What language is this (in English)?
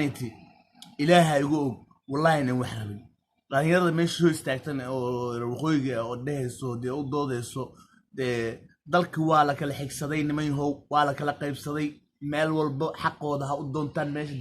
Somali